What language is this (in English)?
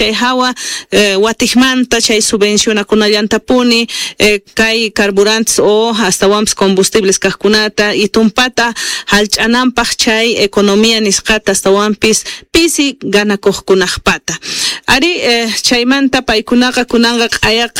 Quechua